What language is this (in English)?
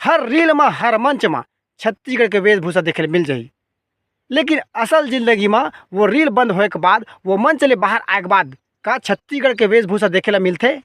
Chhattisgarhi